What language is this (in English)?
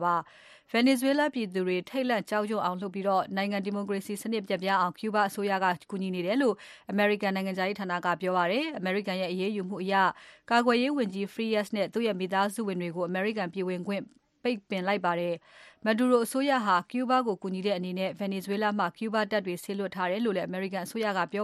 Burmese